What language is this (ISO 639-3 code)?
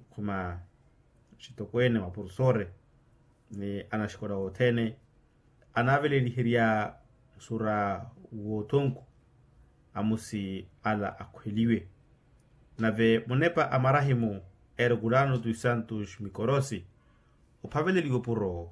vmw